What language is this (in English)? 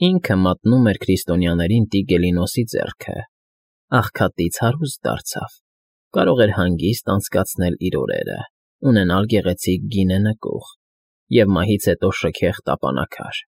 Armenian